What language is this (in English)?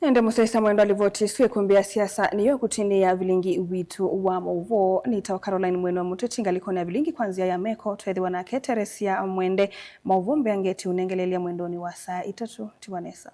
Kamba